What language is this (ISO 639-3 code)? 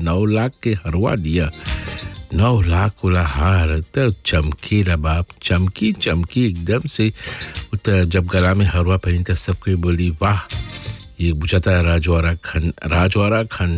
bho